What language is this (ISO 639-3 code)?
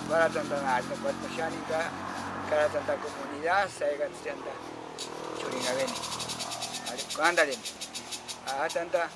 prq